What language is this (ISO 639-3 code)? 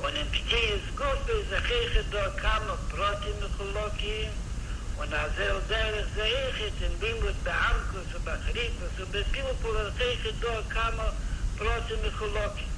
yid